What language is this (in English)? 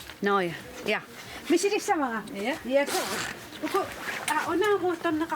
Kalaallisut